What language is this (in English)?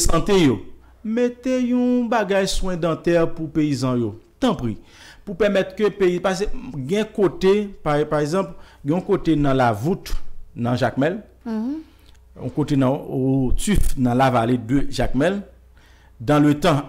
Haitian Creole